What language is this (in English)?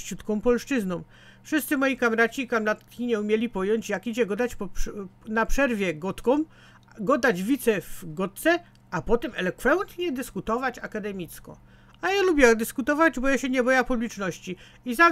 Silesian